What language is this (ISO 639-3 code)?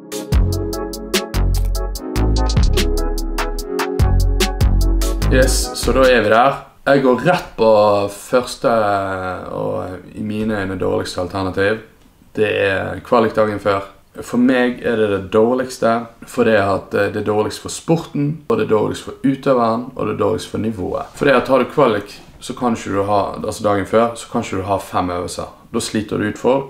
nor